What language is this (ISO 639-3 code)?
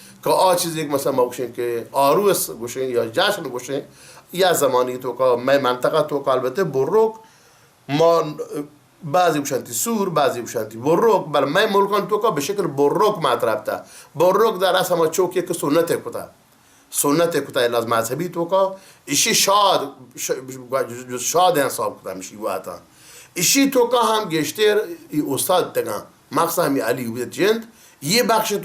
bal